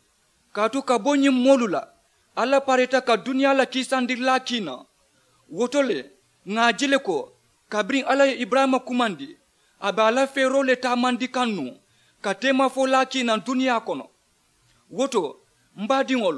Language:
Mandingo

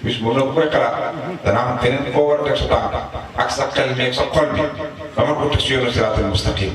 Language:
Wolof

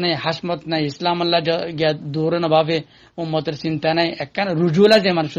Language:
Rohingya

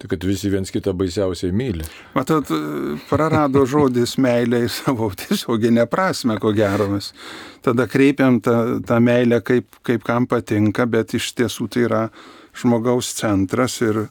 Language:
Lithuanian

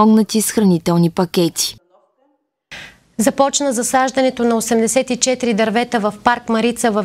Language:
Bulgarian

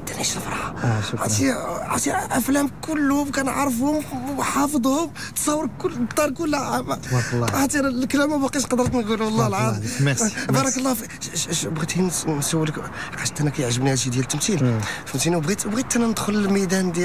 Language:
Moroccan Arabic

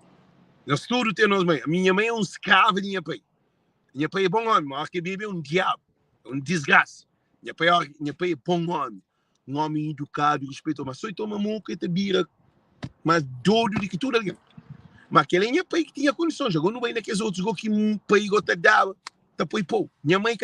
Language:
Kabuverdianu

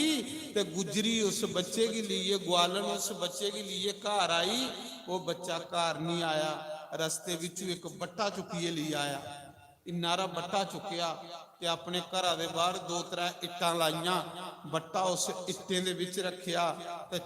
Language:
Dogri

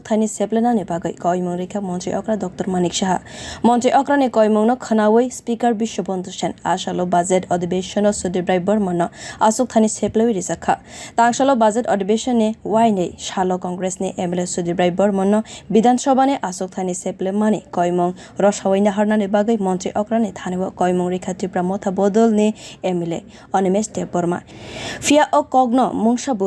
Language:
Kok Borok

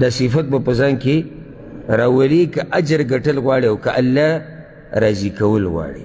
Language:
Pashto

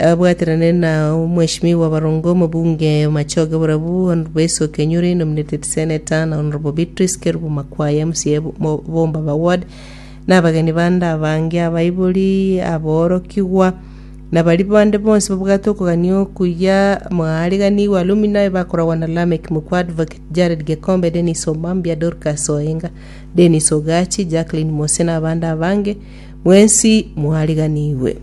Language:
Gusii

